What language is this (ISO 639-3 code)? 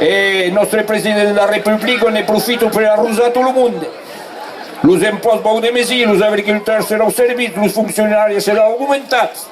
oci